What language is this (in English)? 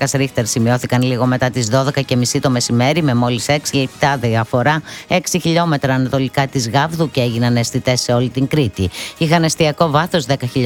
Greek